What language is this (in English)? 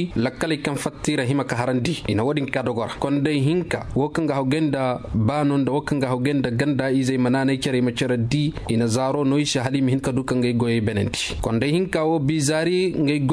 Koyraboro Senni